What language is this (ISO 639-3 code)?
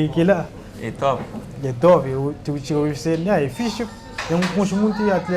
kea